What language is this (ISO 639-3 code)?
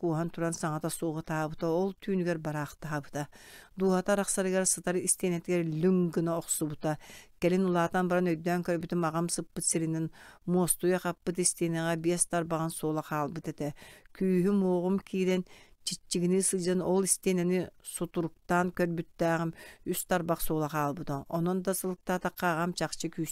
sah